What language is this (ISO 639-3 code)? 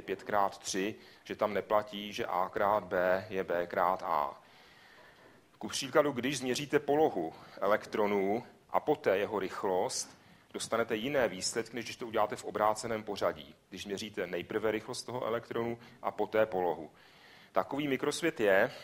ces